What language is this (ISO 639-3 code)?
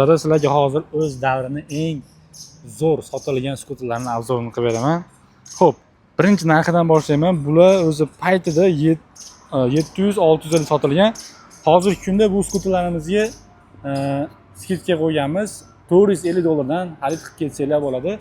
uzb